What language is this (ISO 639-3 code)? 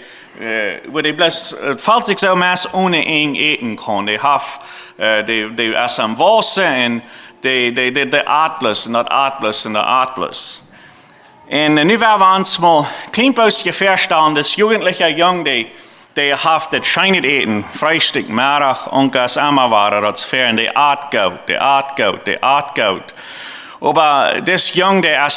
pdt